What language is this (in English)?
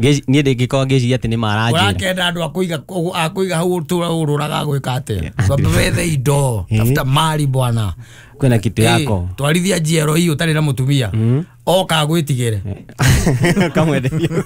Kikuyu